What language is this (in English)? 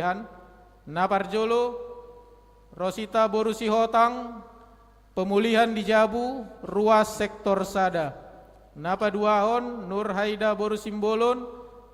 Batak Toba